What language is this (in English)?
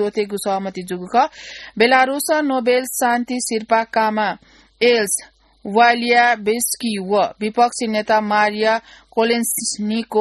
Newari